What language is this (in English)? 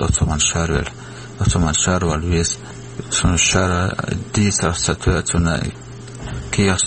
Chechen